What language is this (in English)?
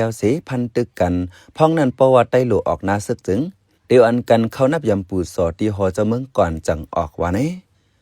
Shan